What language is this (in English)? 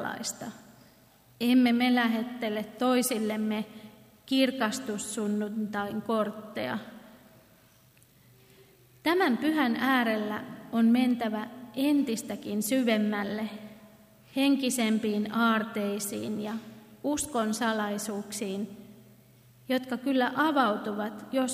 Finnish